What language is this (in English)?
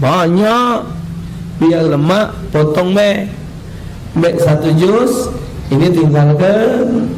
Musi